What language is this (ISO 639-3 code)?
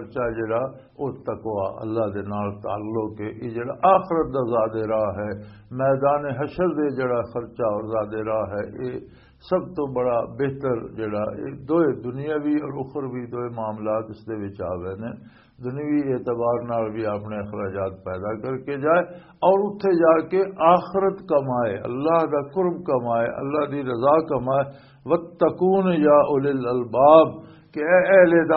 lah